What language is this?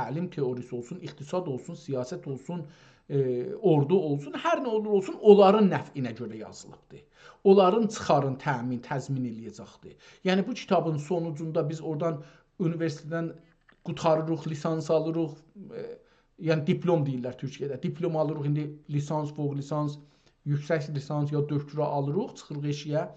South Azerbaijani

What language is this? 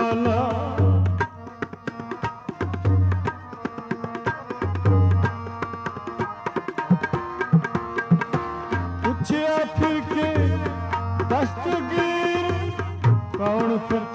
Punjabi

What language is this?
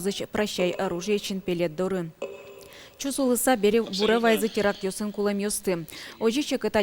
Udmurt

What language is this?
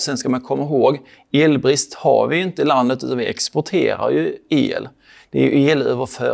Swedish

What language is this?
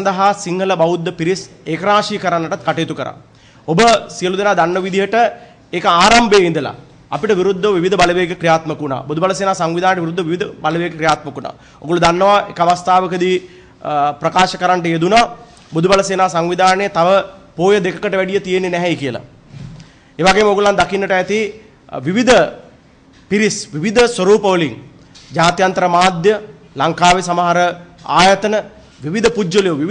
Sinhala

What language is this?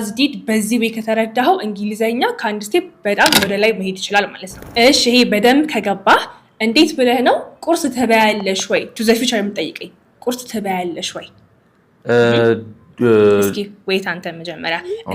Amharic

